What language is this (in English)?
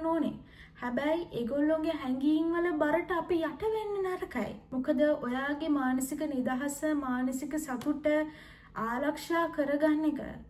Sinhala